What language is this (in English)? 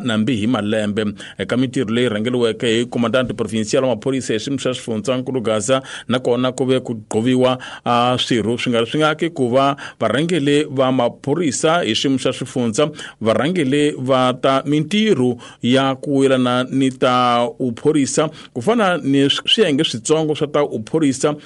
Tsonga